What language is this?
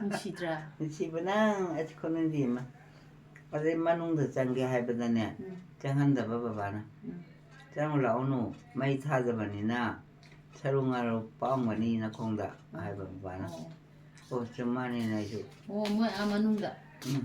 Manipuri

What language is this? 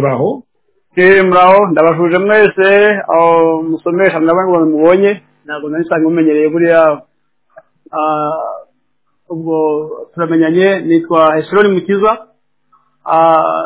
Kinyarwanda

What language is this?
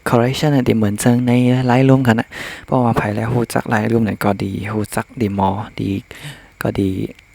Shan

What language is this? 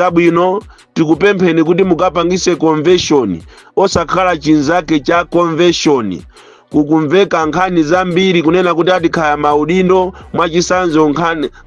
Nyanja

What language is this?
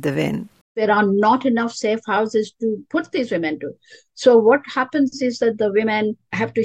Kurdish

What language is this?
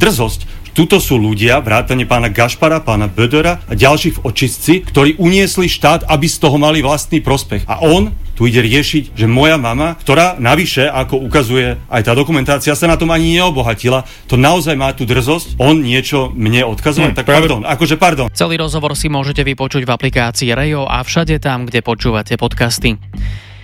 Slovak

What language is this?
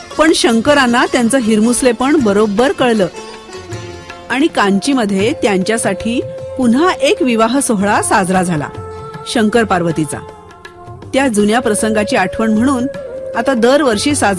Marathi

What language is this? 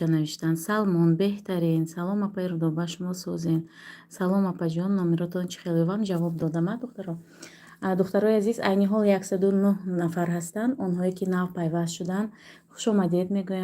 Tajik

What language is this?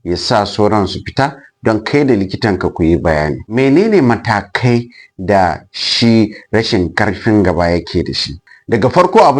Hausa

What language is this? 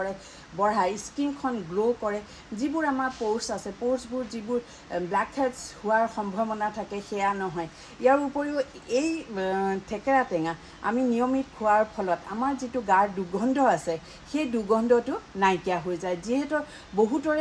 Assamese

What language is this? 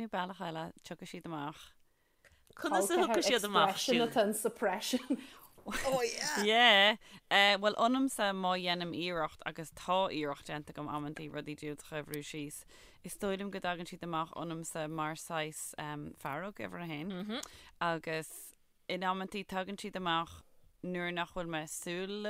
Irish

